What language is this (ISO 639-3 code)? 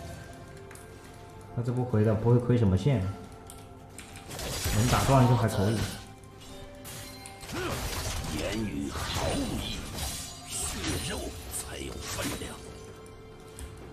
zho